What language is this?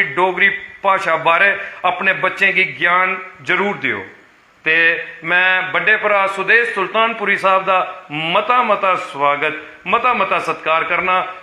Dogri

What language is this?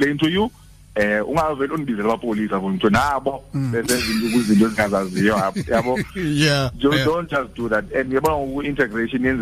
Xhosa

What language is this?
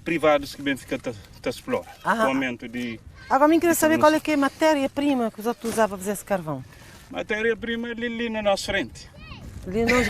Kabuverdianu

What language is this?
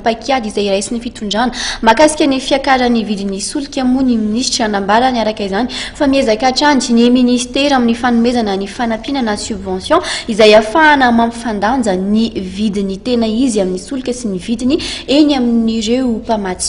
Malagasy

